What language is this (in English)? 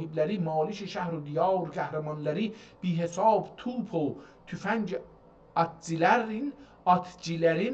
South Azerbaijani